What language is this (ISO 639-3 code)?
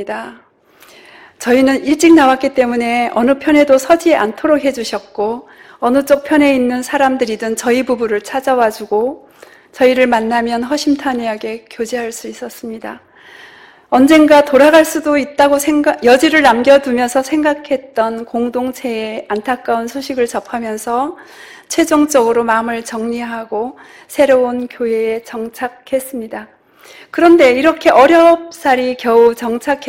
kor